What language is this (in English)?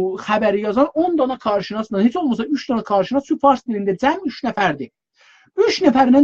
South Azerbaijani